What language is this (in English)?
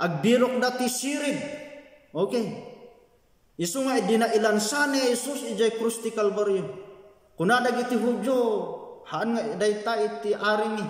Iloko